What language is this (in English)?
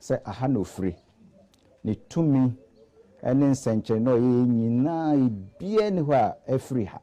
Akan